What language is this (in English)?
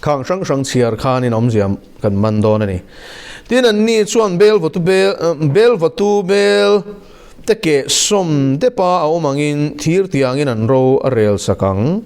Mizo